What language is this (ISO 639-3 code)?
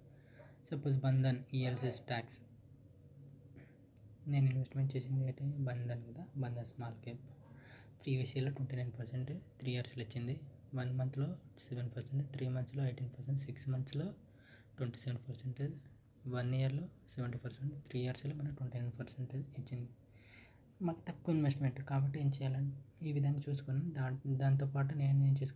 tel